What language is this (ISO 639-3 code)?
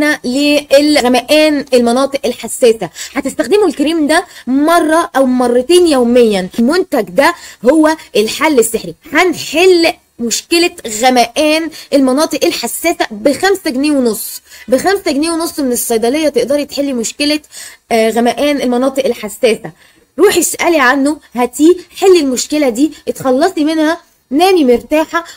arz